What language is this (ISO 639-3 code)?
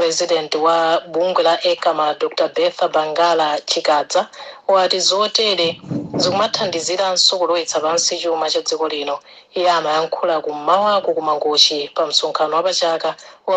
nya